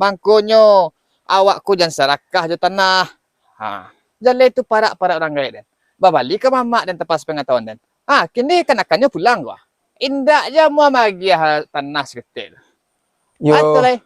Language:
Minangkabau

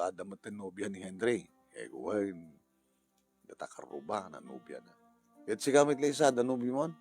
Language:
Iloko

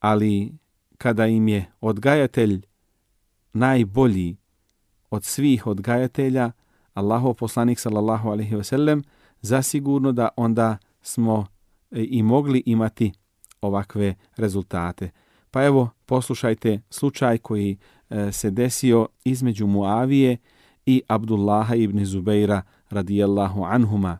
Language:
Bosnian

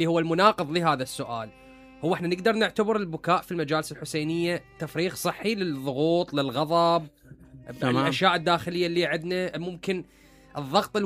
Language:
Mesopotamian Arabic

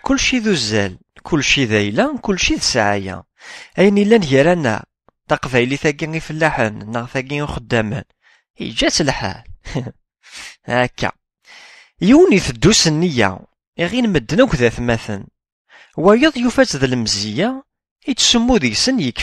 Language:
Kabyle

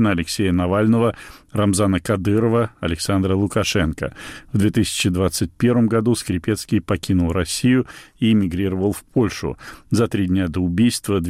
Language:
Russian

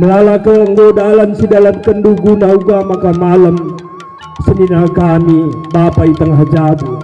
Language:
Batak Karo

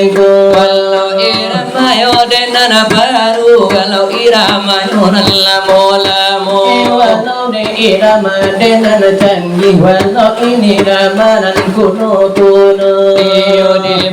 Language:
Minangkabau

